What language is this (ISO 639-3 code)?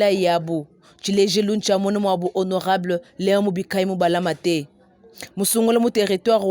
lua